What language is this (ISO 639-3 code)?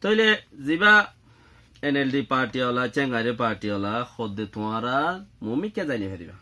rhg